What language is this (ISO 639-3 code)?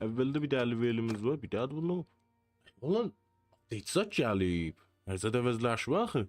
azb